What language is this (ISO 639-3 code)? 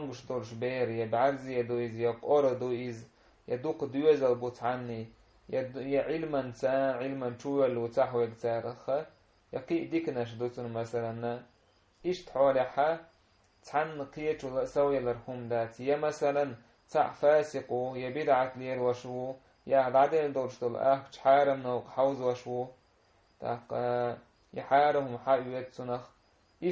che